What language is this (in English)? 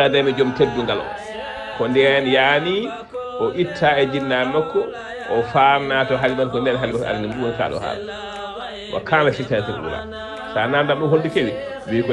Fula